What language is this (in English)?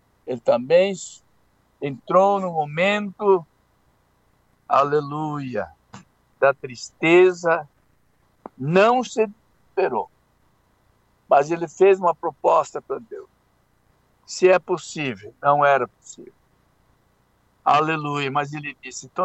Portuguese